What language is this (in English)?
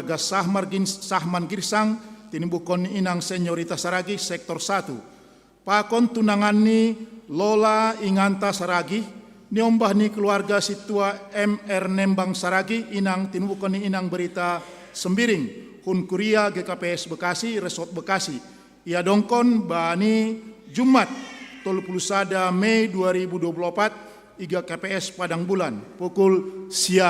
Batak Simalungun